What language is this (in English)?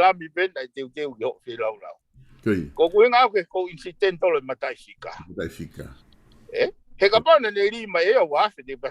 Tongan